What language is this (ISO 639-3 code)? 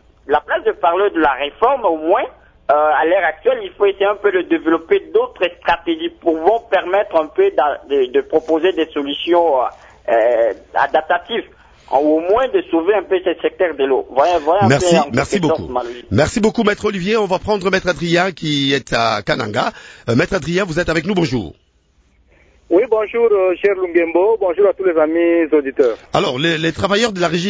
fra